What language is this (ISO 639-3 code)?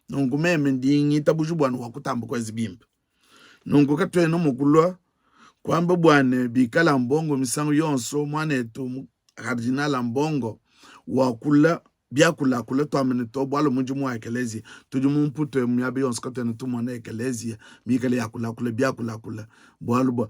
lua